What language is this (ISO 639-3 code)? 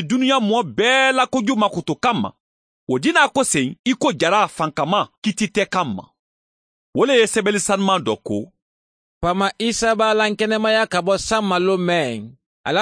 bam